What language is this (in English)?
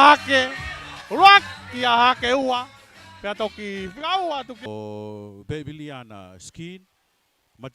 Tongan